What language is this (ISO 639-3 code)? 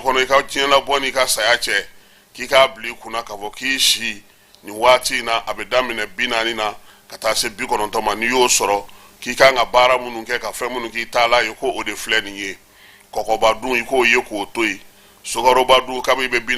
bam